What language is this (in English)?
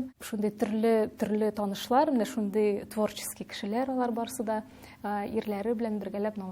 Tatar